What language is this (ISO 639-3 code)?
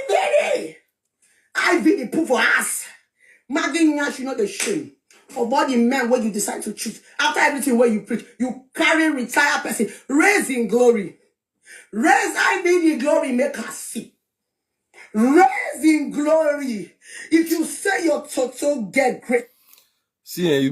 pcm